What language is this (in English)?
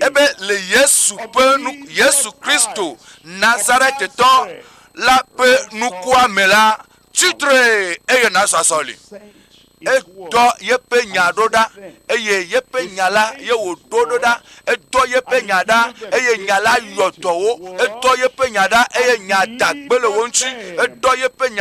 Ewe